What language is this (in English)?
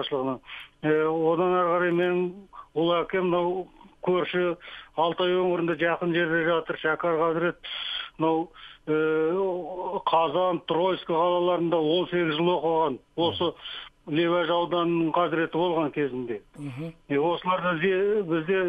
Kazakh